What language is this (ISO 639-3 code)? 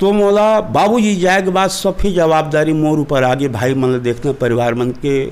hne